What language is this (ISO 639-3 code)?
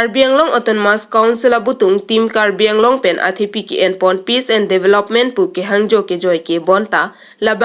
mjw